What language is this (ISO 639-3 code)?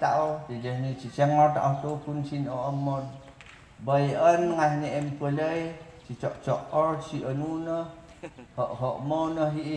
ifu